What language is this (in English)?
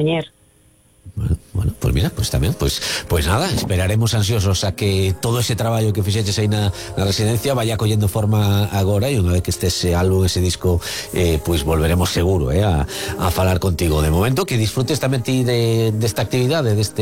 Galician